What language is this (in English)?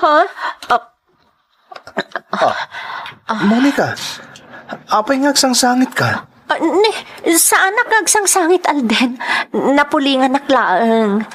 Iloko